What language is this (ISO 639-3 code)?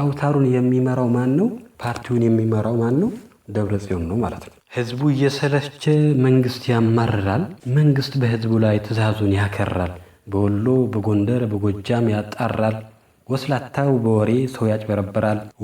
amh